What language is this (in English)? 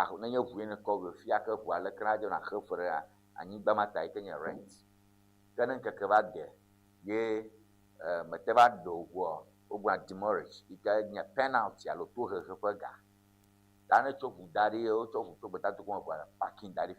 Ewe